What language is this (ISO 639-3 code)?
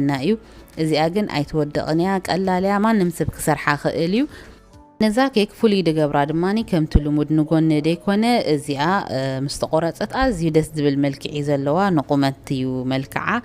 tir